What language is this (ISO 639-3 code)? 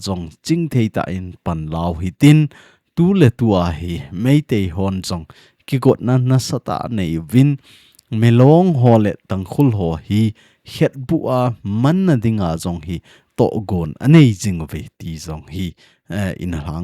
tcz